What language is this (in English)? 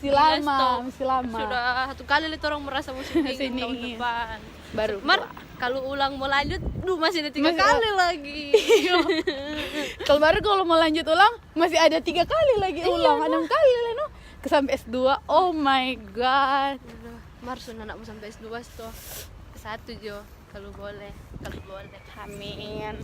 Manado Malay